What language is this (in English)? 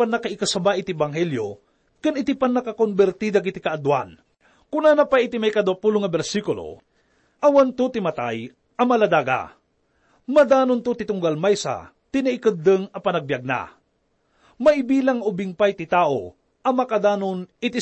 Iloko